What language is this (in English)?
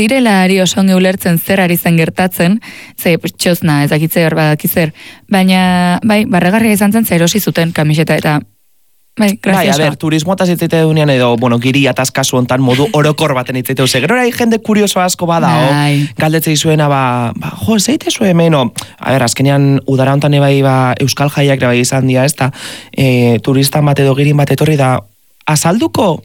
Basque